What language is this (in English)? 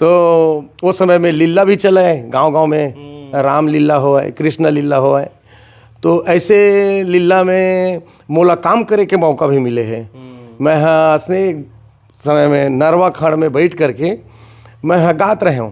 Chhattisgarhi